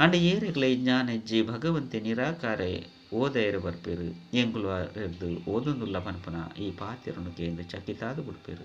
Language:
Tulu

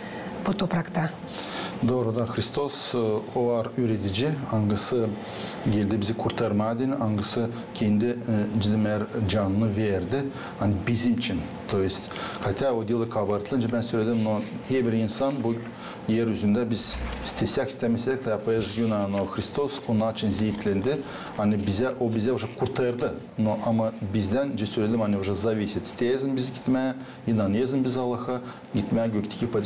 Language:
Gagauz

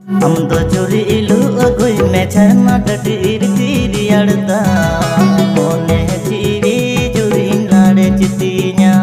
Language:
Santali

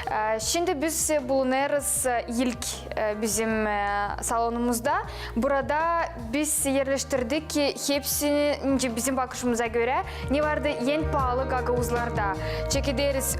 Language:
Gagauz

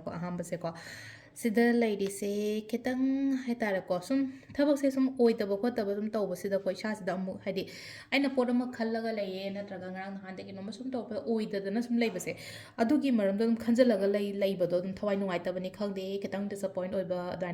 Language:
Manipuri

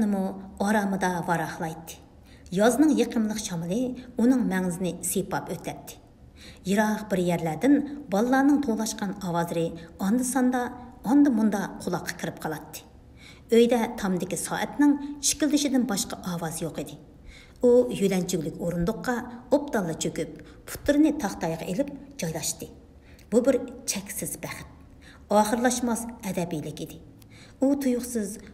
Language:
Uyghur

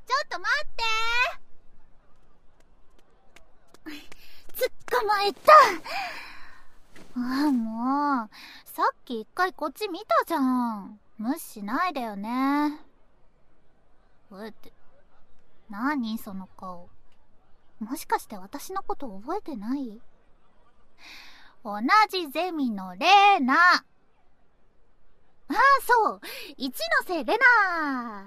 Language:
Japanese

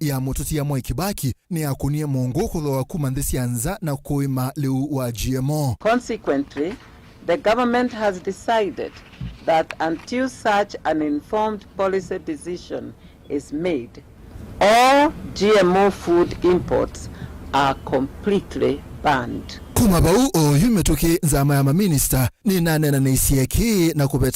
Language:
Kamba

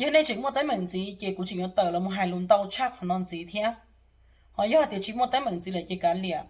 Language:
Hmong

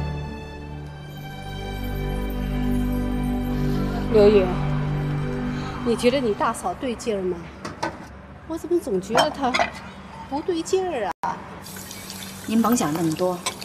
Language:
Chinese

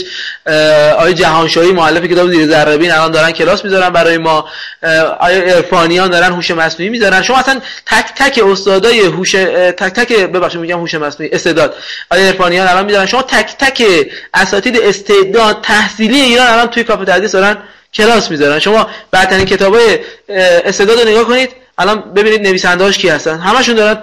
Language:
Persian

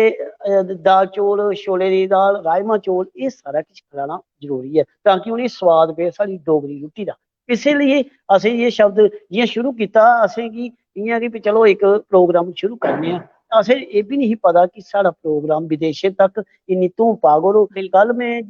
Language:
Dogri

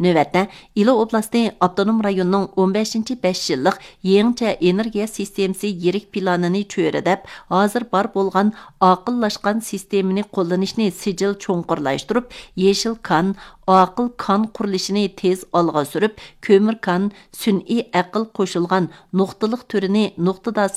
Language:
Uyghur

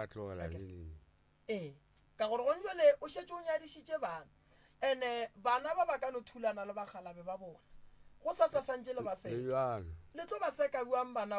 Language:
Northern Sotho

